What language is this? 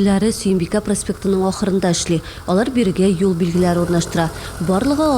Tatar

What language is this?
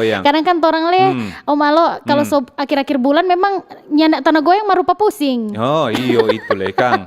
Manado Malay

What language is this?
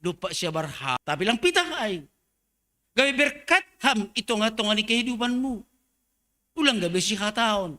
Batak Simalungun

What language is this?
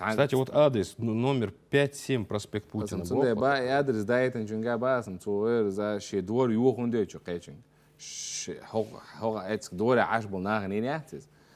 Chechen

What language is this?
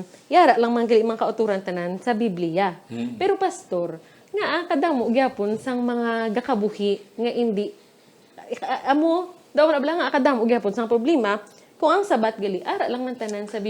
Hiligaynon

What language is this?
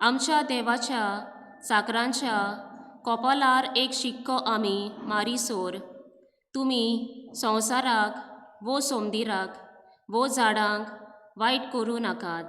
Konkani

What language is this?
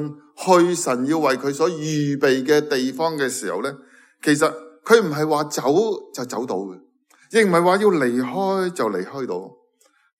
Cantonese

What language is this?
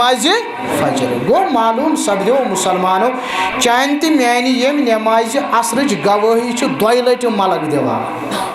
Kashmiri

